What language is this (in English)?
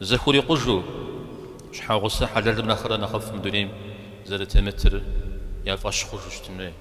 Kabardian